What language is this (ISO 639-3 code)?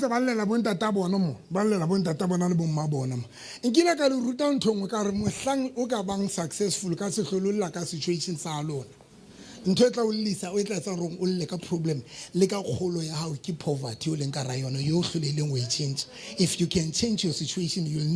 sot